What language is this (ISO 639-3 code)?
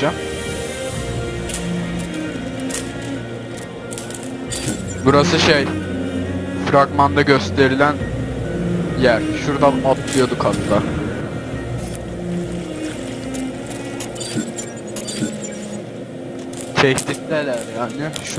tur